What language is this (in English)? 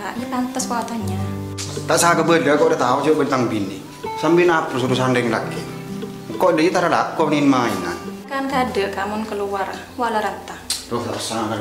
Madurese